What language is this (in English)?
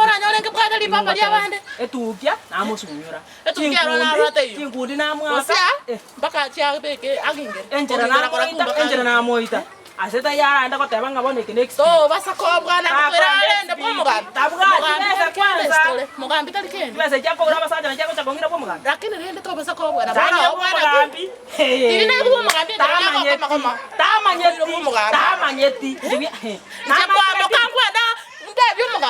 Gusii